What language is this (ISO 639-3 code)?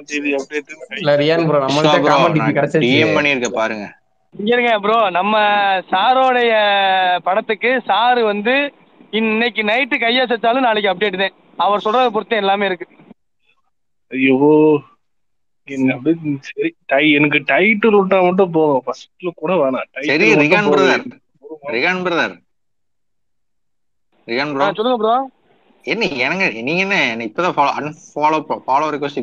tam